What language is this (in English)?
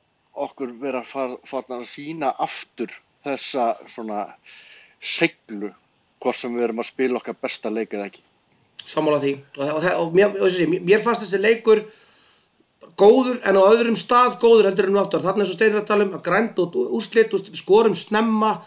Icelandic